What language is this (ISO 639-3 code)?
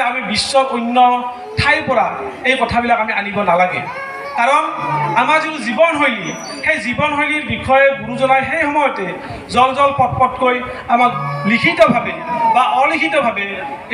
asm